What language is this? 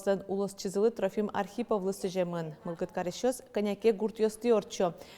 Udmurt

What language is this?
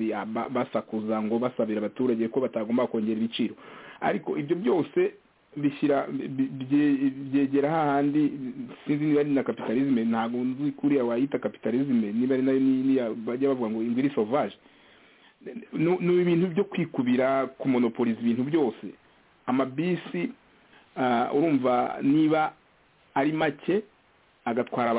Kinyarwanda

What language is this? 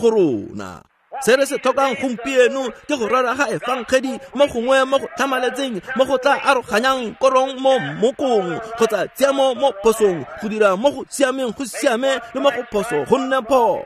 Tswana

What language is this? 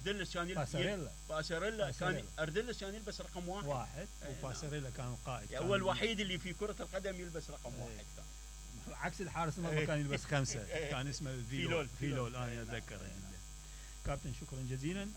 Mesopotamian Arabic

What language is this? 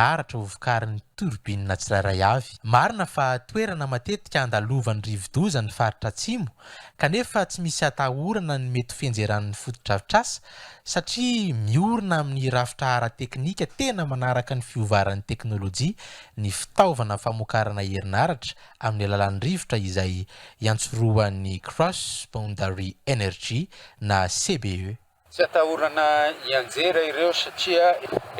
Malagasy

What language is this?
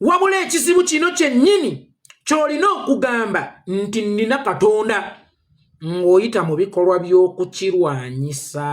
Ganda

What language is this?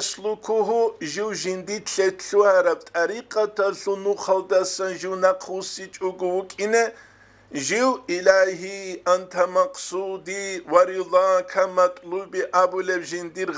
Avaric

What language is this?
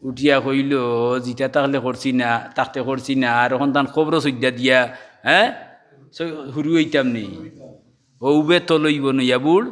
Sylheti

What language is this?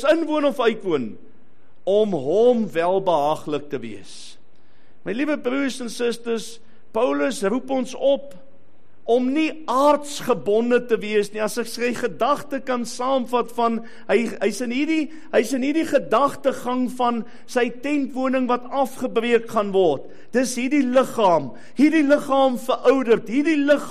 Afrikaans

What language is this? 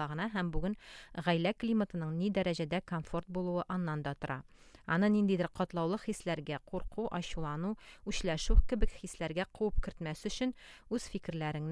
Tatar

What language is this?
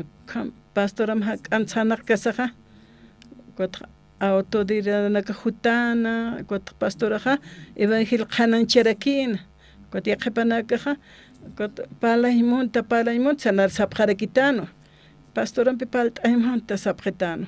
Aymara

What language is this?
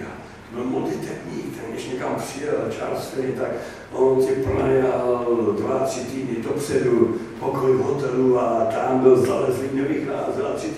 Czech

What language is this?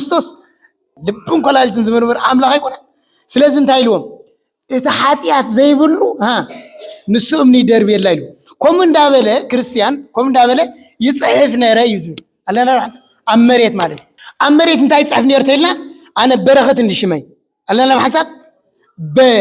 Tigrinya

